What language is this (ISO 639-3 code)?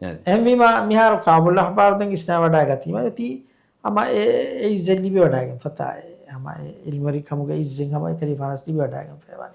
div